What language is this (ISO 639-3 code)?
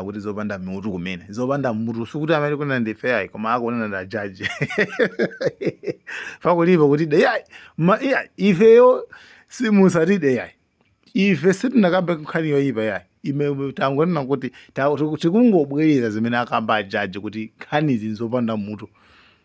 nya